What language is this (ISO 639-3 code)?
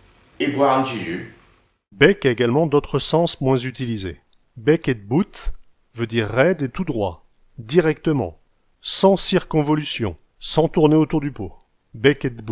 pcd